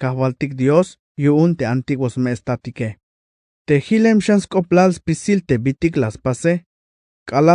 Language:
Tzeltal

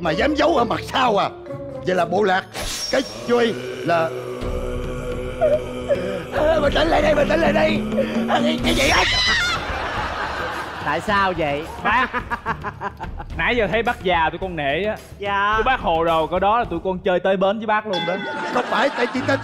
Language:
Vietnamese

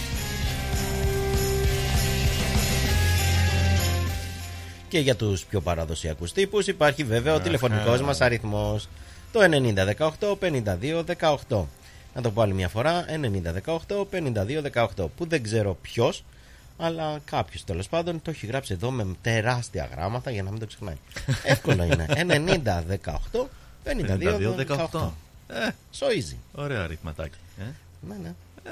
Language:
Greek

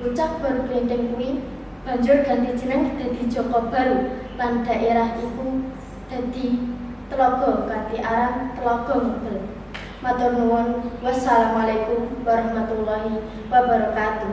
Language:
Javanese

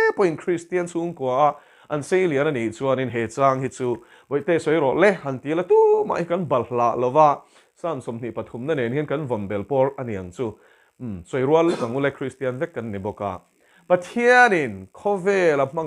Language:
Mizo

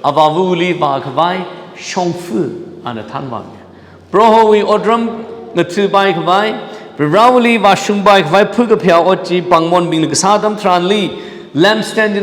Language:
Tangkhul Naga (India)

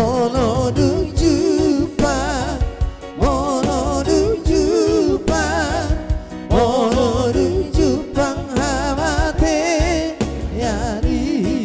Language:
Batak Toba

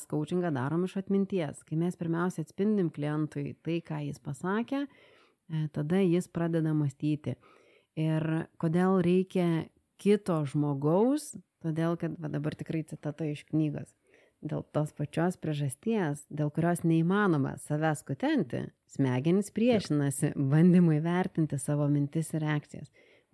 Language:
Lithuanian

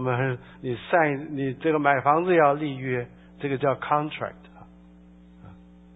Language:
Chinese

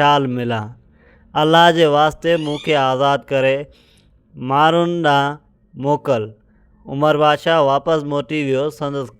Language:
Sindhi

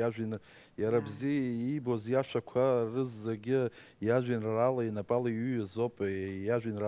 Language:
Abkhazian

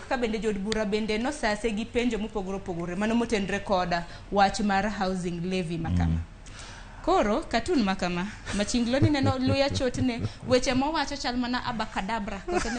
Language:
Luo (Kenya and Tanzania)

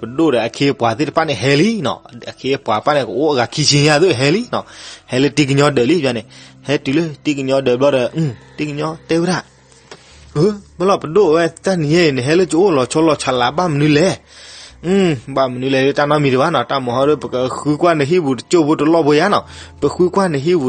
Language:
S'gaw Karen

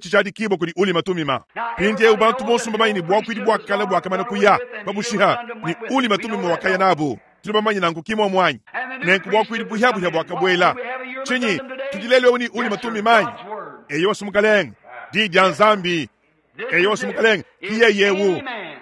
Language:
Luba-Lulua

